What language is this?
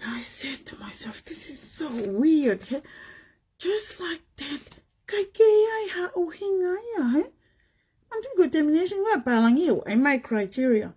Tongan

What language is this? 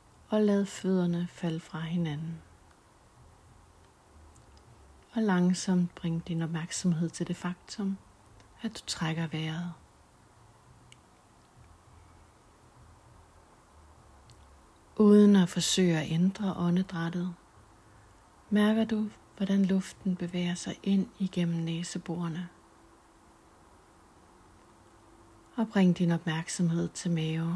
Danish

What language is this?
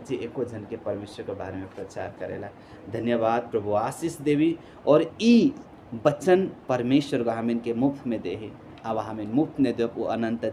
Sadri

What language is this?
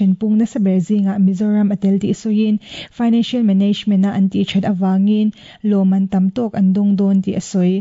Mizo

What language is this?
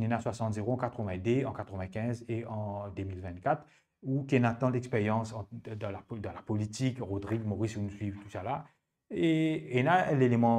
Morisyen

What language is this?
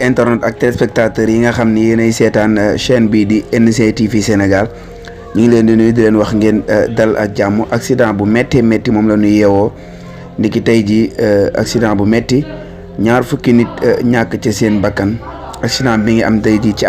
Wolof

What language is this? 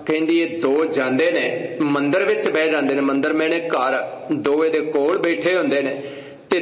Punjabi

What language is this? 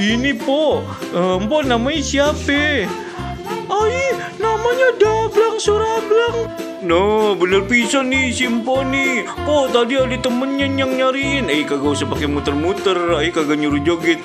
Betawi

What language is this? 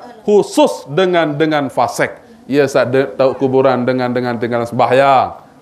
Sasak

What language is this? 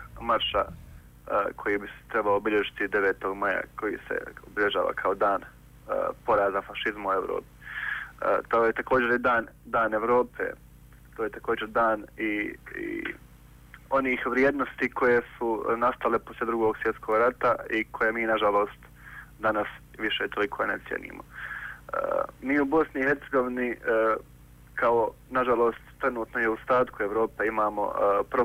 Bosnian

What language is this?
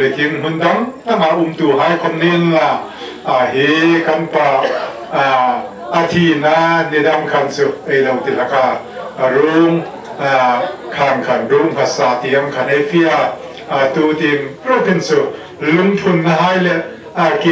Hmar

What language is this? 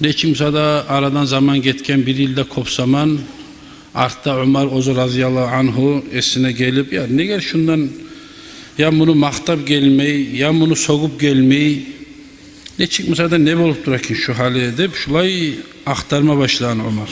Kumyk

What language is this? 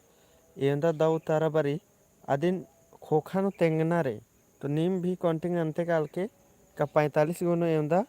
Kurukh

